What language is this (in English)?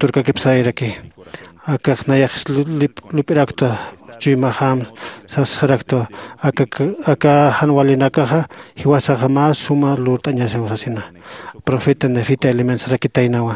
Aymara